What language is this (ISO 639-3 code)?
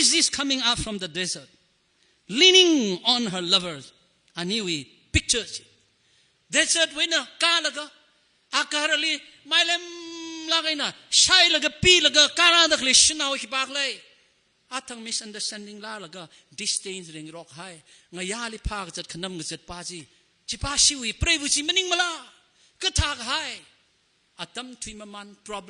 nmf